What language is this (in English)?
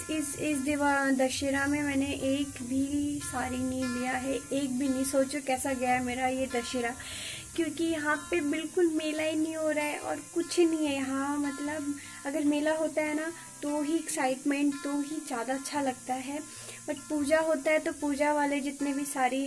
Hindi